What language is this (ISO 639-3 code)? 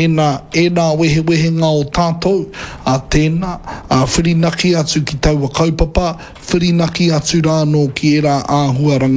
mri